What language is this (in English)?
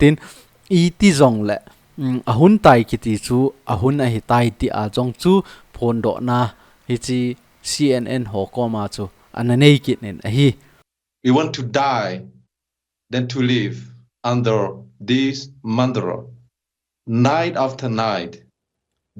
Thado Chin